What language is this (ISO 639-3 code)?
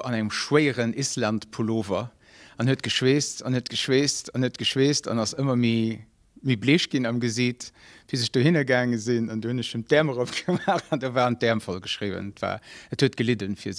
ltz